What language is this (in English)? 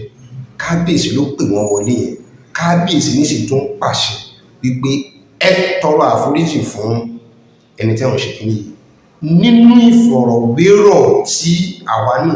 Yoruba